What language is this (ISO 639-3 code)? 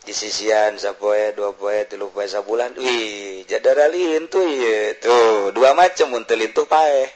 sun